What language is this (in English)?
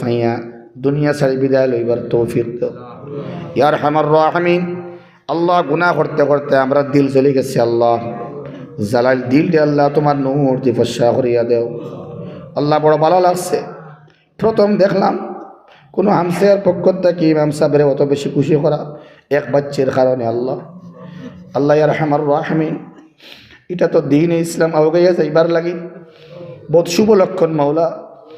Sylheti